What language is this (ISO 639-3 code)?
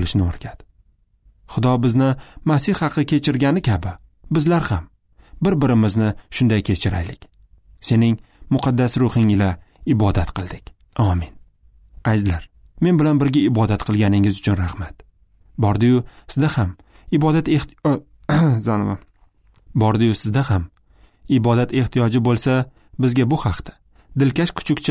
uzb